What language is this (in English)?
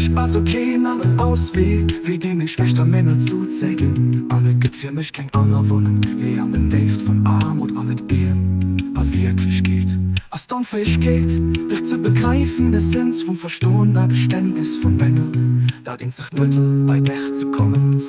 Luxembourgish